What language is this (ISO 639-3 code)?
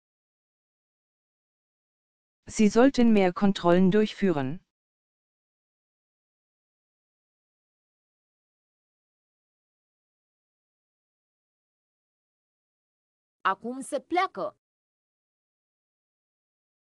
ron